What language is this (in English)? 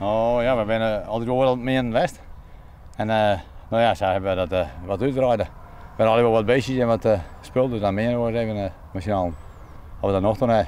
Western Frisian